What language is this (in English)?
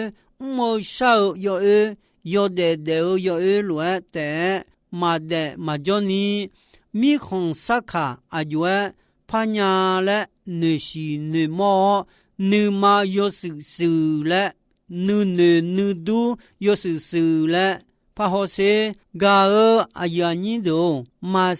Akha